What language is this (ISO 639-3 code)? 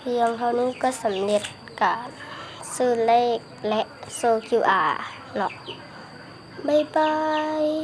lao